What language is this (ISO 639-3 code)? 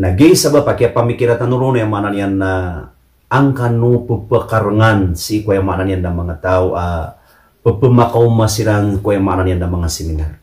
mrw